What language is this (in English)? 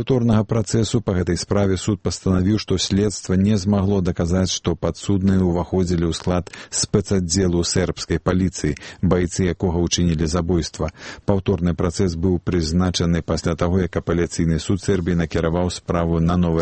Belarusian